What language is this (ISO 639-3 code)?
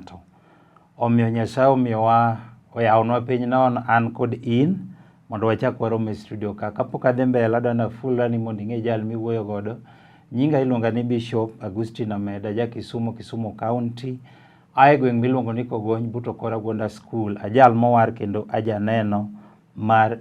luo